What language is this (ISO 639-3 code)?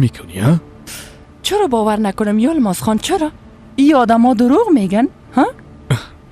fas